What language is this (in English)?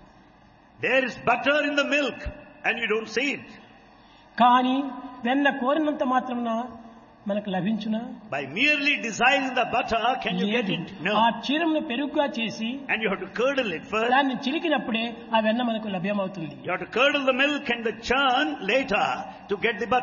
Telugu